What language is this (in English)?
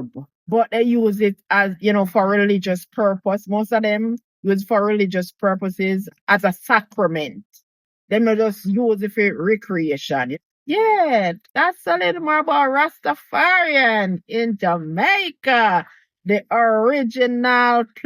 Jamaican Creole English